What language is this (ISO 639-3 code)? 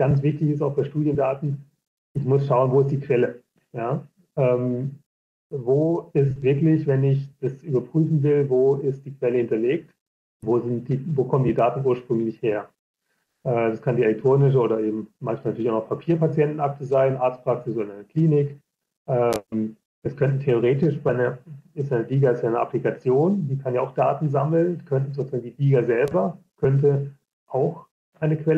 deu